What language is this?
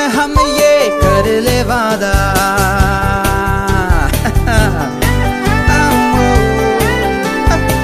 Hindi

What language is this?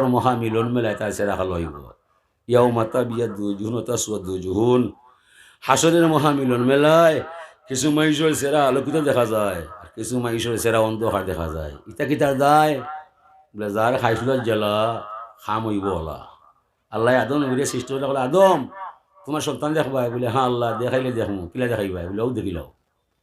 Sylheti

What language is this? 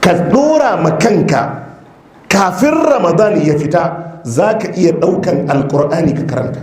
Hausa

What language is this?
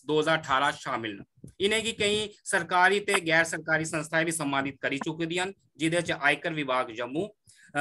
Dogri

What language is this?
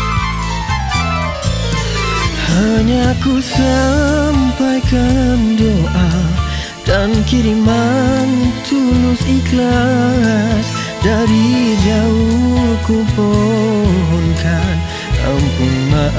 Malay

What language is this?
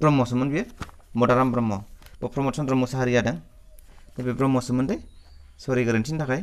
Bodo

